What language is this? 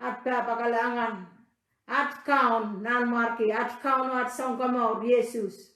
Pohnpeian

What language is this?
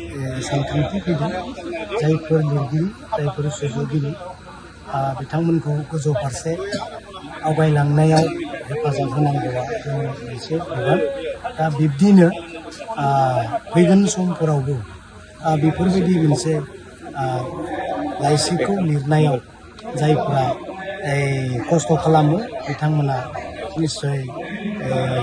Bodo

